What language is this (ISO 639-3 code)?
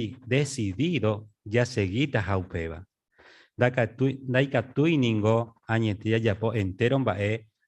grn